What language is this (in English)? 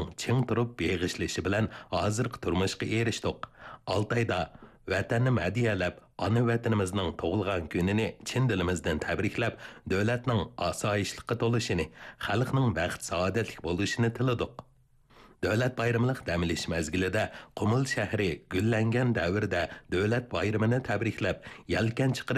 Uyghur